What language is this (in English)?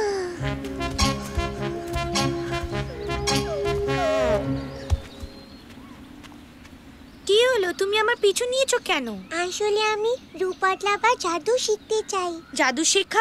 Bangla